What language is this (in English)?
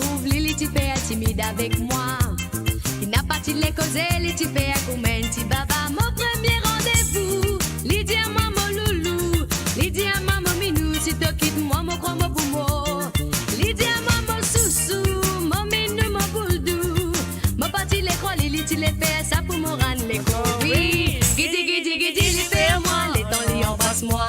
Morisyen